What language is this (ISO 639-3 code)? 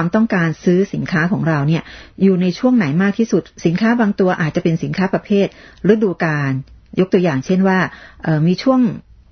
tha